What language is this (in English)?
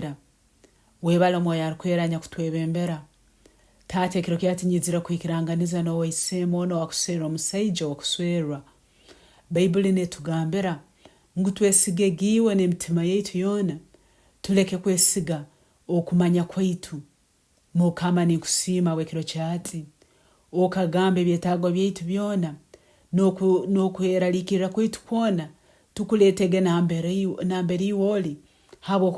Nyankole